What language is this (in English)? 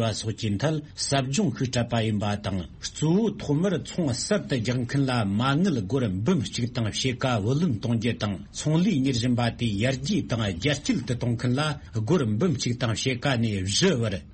Tibetan